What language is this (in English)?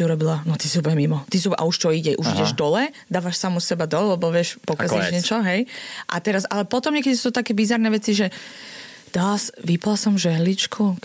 Slovak